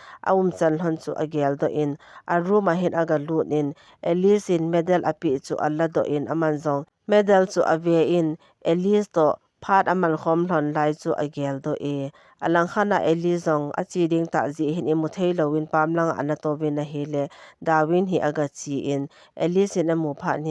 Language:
Thado Chin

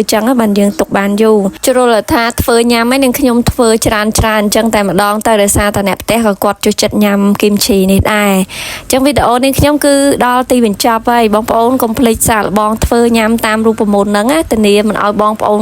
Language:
Khmer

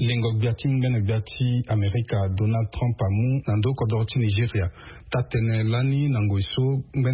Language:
Sango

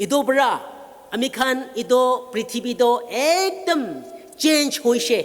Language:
Naga Pidgin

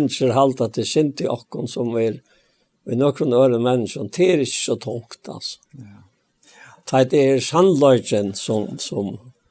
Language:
Faroese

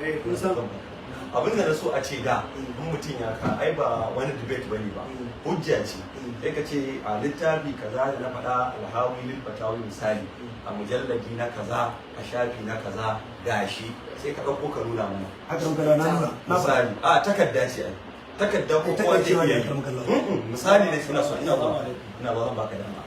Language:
Hausa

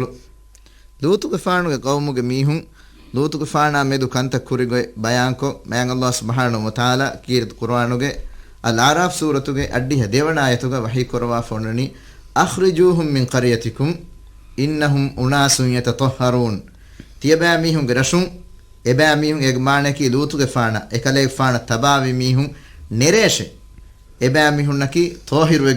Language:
Divehi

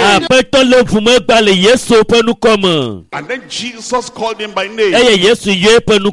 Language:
Ewe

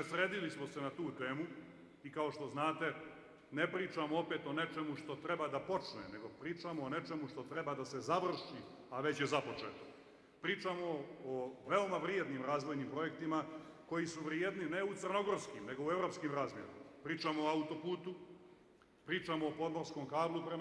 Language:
Serbian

